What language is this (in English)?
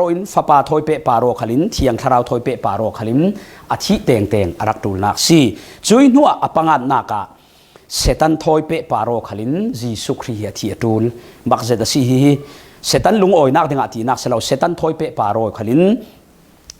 Falam Chin